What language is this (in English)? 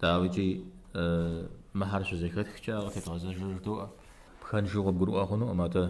Kabardian